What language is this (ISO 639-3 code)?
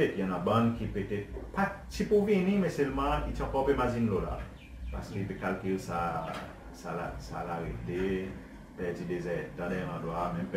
crs